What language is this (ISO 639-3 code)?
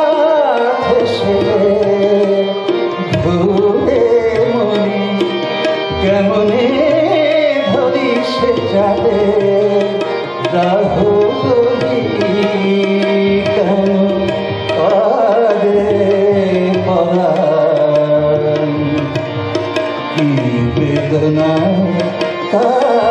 ben